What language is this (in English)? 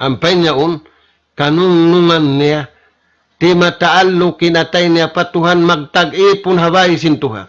Tausug